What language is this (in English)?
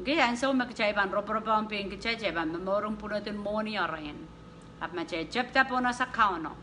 Pohnpeian